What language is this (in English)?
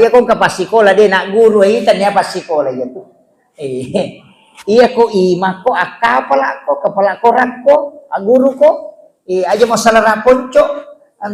Buginese